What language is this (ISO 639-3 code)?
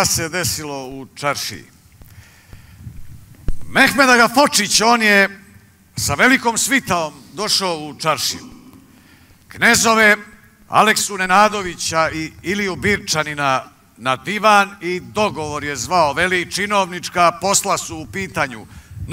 srp